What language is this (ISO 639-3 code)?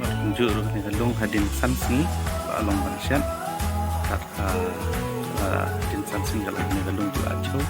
kha